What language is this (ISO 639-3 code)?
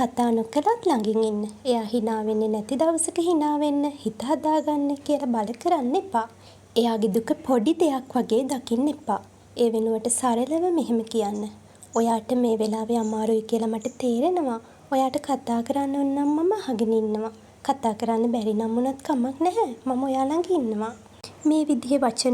sin